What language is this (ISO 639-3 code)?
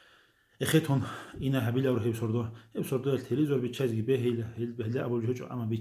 ava